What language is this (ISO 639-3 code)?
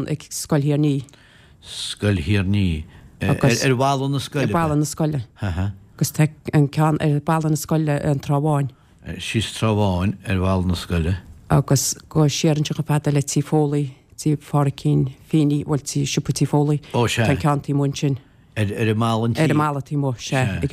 gle